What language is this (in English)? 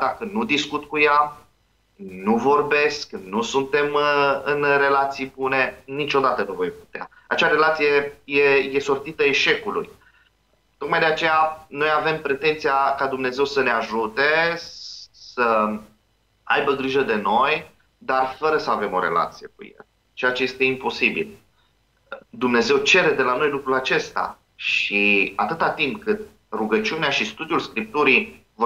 Romanian